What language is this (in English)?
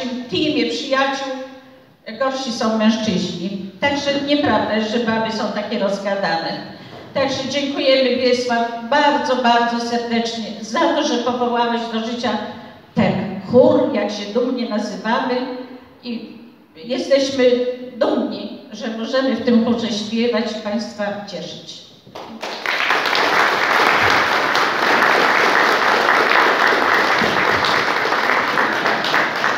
Polish